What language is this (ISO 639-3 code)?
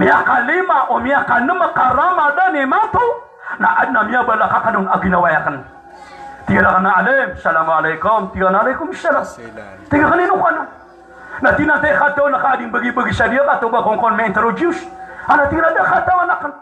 mrw